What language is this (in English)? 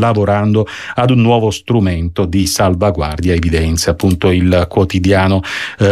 Italian